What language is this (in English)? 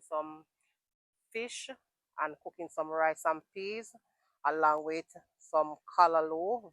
Jamaican Creole English